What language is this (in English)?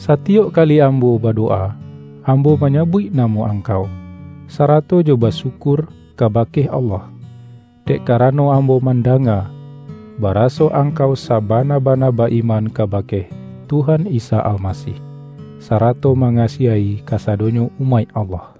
Minangkabau